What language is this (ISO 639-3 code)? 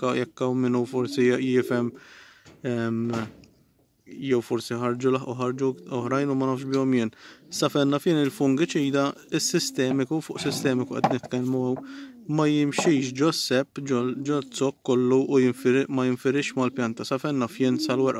mlt